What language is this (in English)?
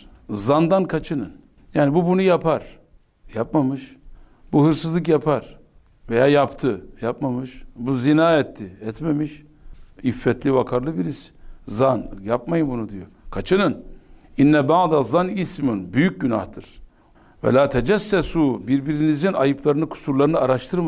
Turkish